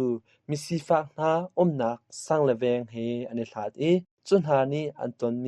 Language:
Hakha Chin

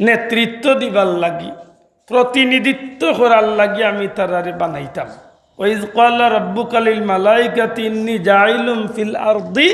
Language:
Sylheti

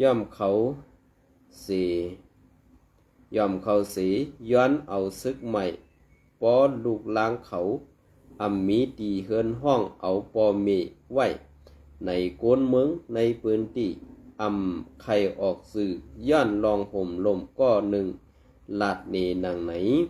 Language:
Shan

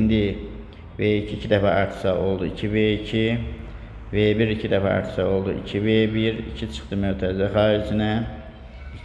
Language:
Azerbaijani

